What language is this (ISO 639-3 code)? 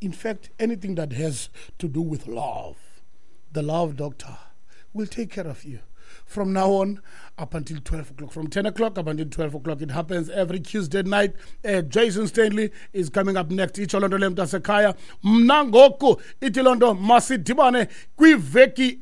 xho